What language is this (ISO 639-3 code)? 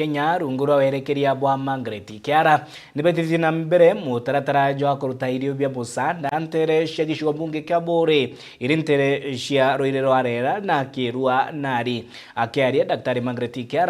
mer